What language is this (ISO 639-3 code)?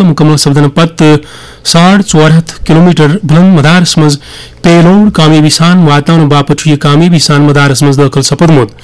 kas